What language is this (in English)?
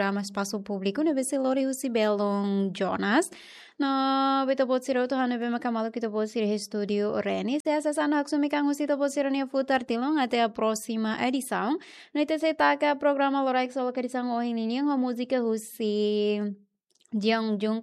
Tetum